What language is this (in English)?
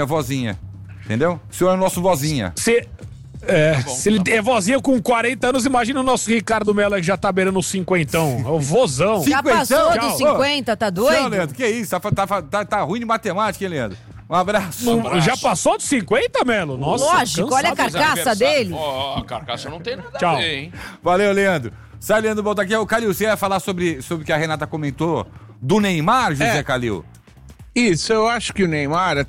Portuguese